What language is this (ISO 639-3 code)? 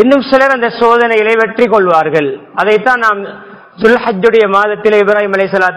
tam